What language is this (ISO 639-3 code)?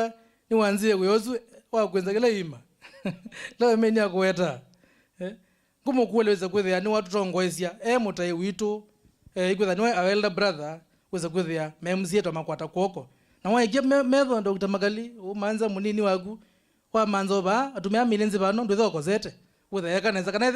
kam